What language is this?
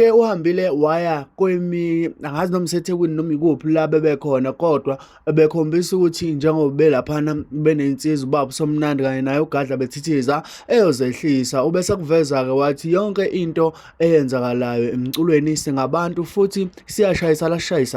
Zulu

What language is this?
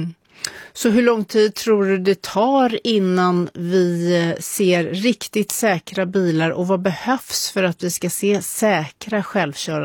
Swedish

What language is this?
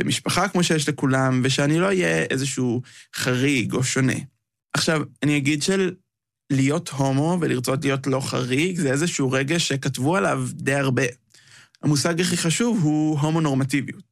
Hebrew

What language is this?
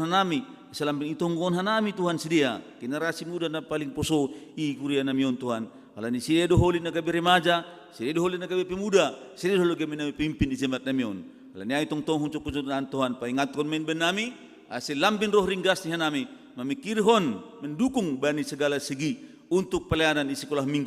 Batak Simalungun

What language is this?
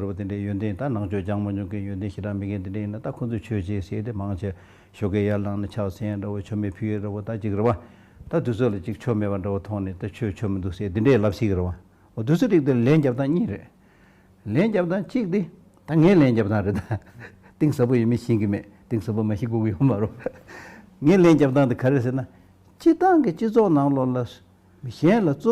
Tibetan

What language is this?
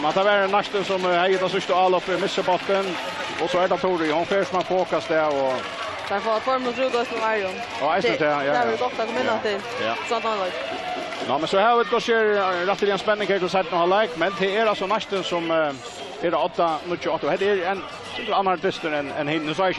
Faroese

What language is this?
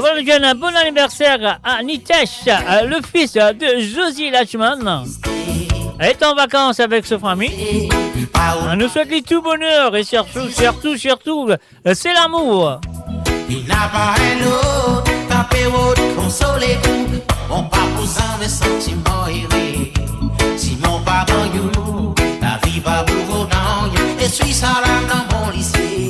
Morisyen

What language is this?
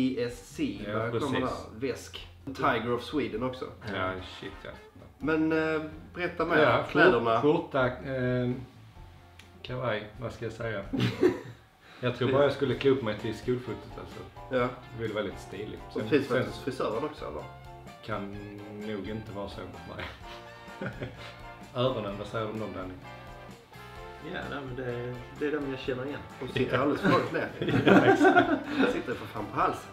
Swedish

